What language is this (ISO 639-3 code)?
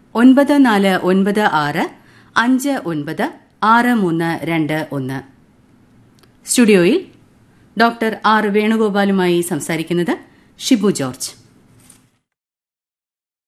mal